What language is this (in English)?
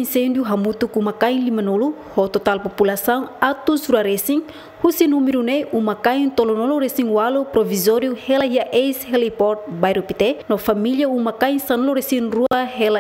Tetum